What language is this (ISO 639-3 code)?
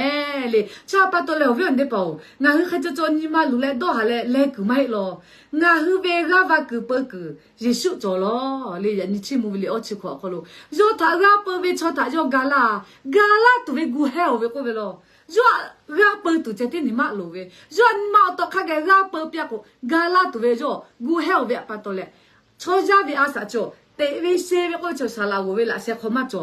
lhu